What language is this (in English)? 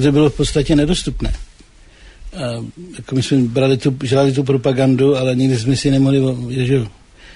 Czech